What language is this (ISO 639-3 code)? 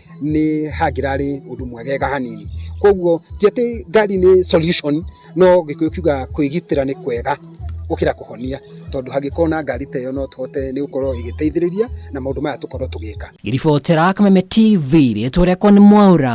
kik